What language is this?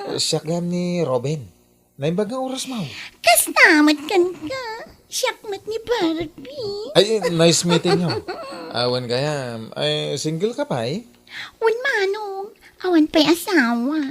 Iloko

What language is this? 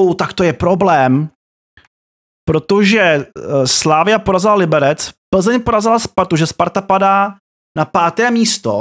Czech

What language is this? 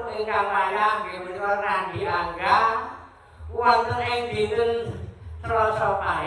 Javanese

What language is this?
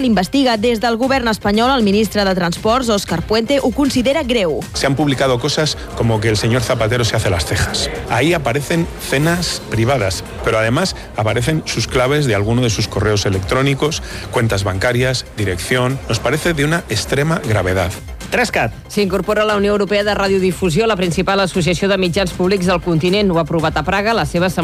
Catalan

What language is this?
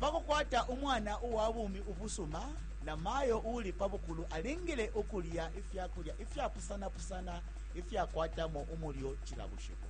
Bemba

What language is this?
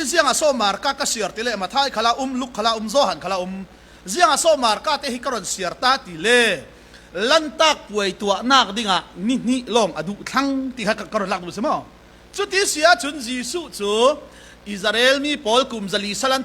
Falam Chin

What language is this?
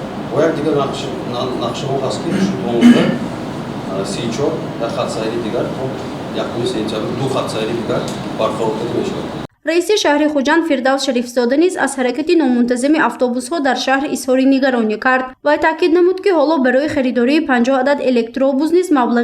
Tajik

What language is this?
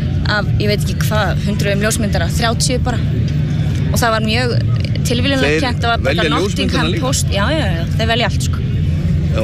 Icelandic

